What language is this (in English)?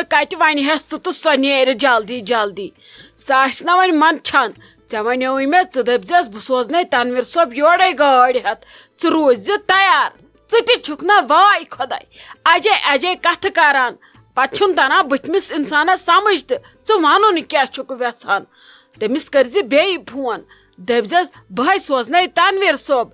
Kashmiri